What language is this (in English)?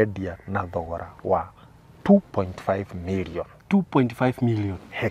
Kikuyu